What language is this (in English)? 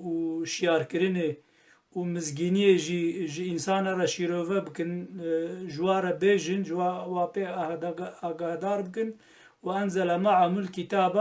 Kurdish